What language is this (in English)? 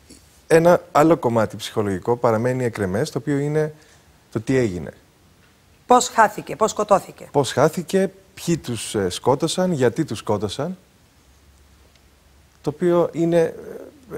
Greek